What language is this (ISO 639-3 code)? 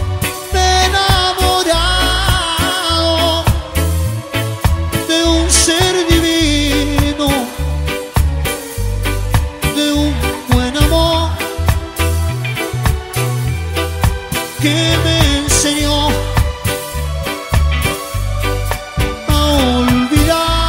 spa